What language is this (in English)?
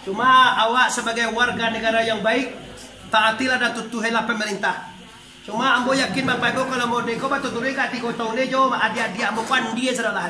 Minangkabau